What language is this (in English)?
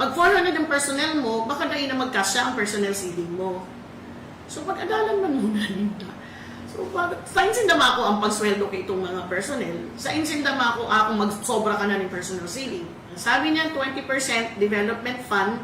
Bikol